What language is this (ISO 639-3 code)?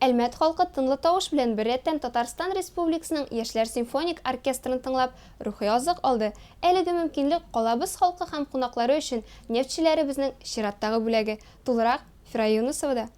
tat